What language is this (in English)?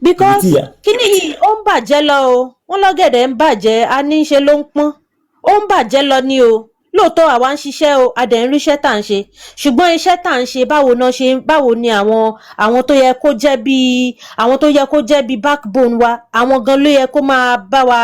Yoruba